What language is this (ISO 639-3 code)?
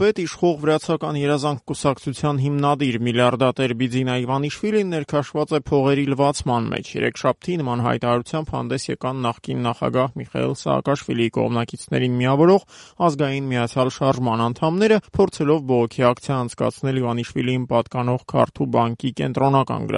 hye